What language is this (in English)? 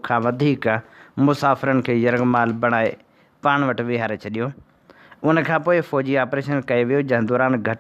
Sindhi